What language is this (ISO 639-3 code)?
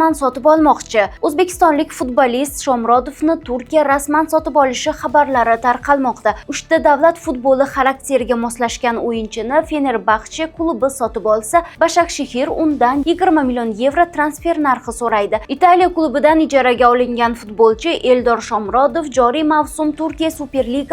uzb